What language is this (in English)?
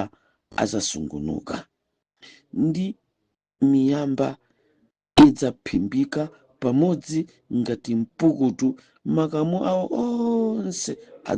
Nyanja